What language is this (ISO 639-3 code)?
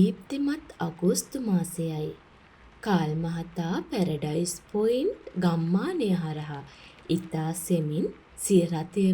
sin